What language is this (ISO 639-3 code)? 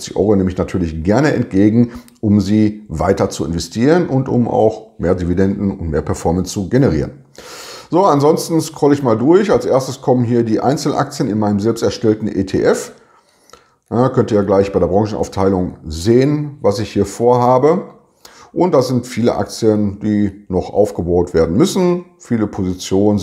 deu